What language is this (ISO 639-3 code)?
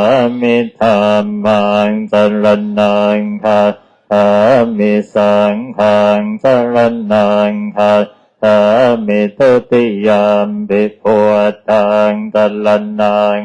pli